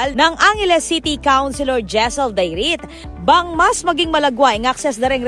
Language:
Pampanga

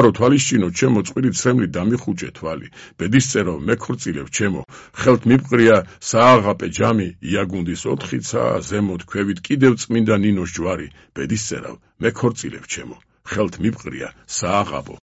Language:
Georgian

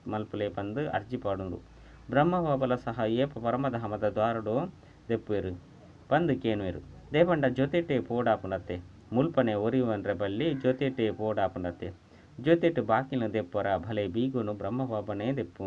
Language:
Tulu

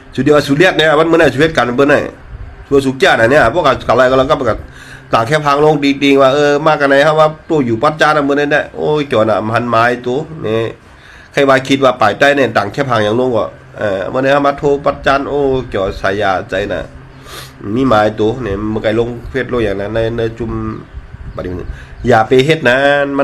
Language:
Shan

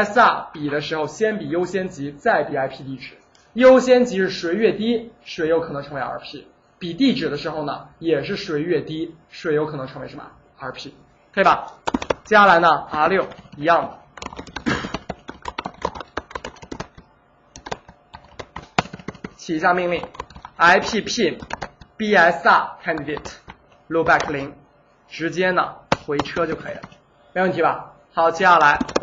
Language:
Chinese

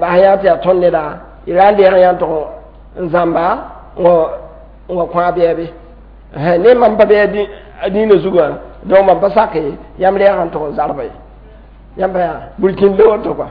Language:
Mossi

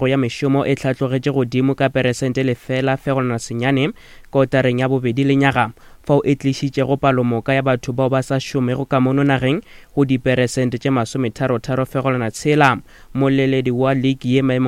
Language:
Northern Sotho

